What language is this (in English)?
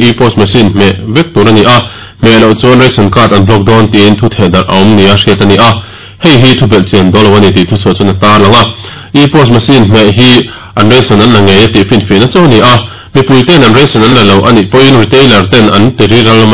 Mizo